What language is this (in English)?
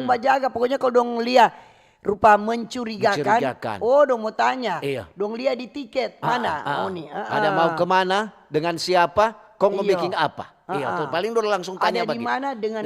Manado Malay